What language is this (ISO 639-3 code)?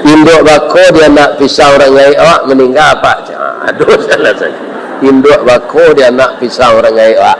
min